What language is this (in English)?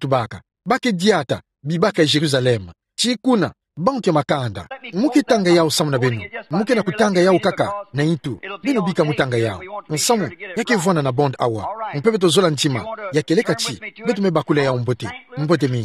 Kituba (Democratic Republic of Congo)